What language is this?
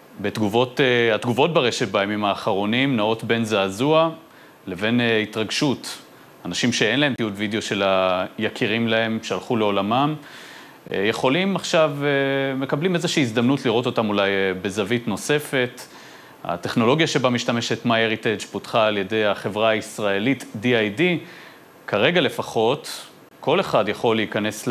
Hebrew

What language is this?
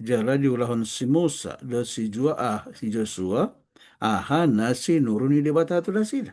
Batak Toba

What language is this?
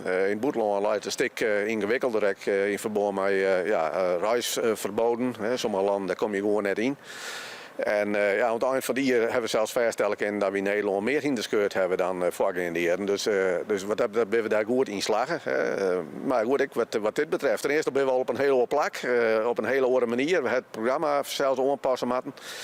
Western Frisian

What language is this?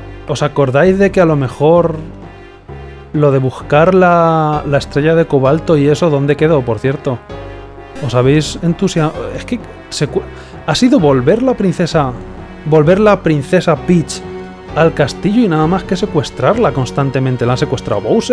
Spanish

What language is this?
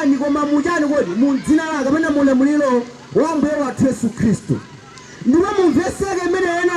Nyanja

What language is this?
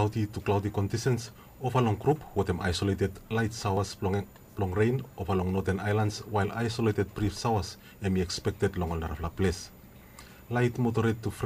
Bislama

